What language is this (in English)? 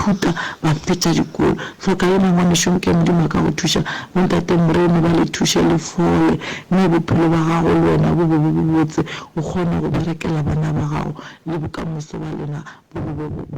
Northern Sotho